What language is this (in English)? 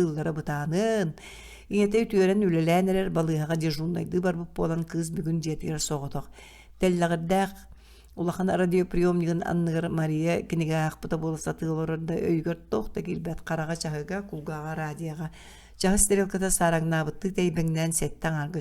Yakut